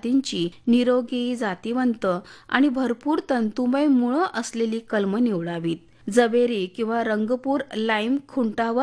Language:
Marathi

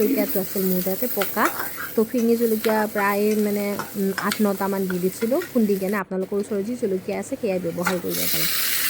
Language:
Assamese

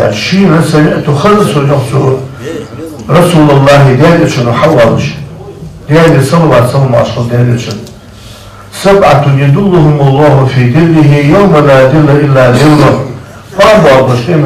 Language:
Ingush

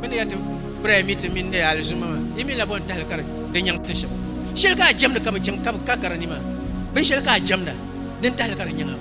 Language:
Dagbani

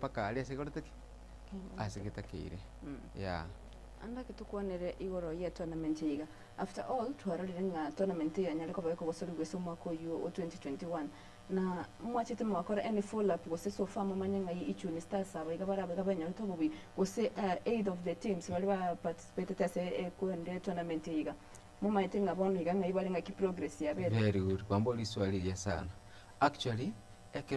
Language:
Gusii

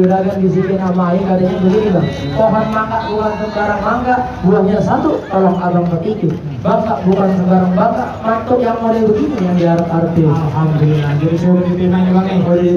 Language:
Betawi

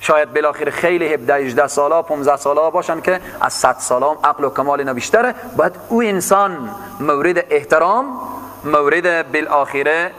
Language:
Persian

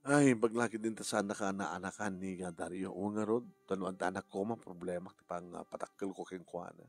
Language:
Iloko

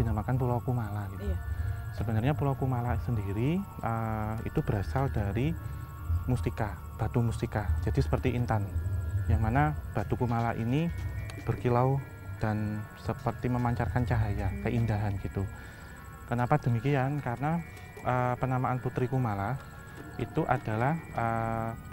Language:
Indonesian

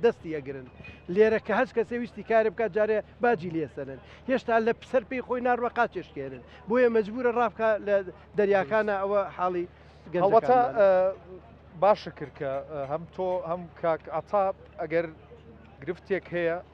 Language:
Central Kurdish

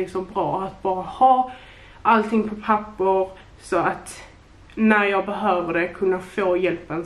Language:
Swedish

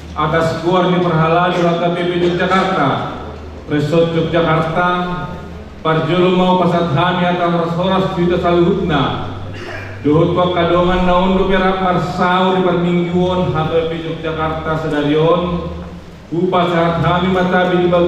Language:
Batak Toba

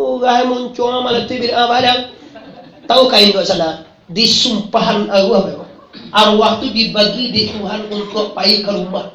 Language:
Minangkabau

